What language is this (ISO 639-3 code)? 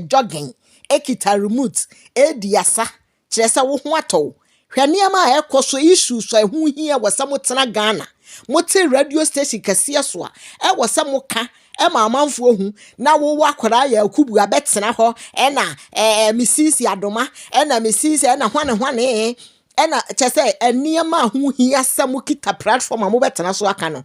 aka